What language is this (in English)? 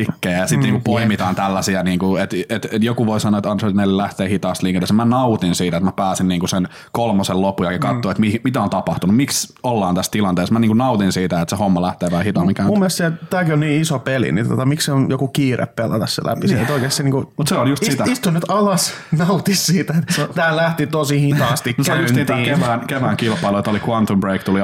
Finnish